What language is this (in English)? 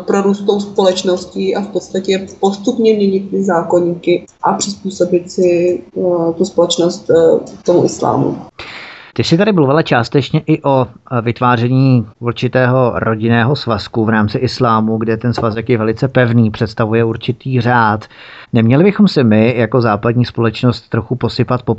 Czech